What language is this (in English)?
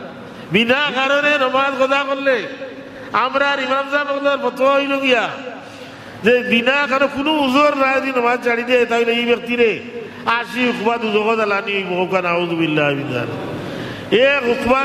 Sylheti